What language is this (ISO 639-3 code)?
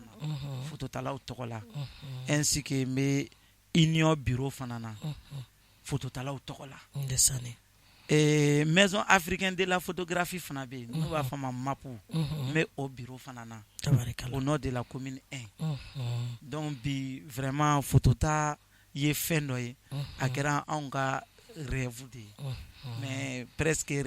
bam